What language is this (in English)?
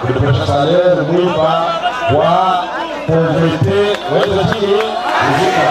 Luba-Lulua